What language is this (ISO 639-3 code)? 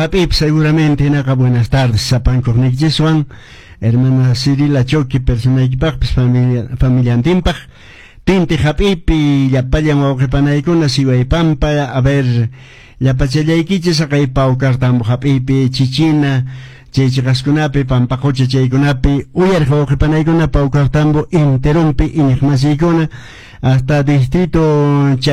que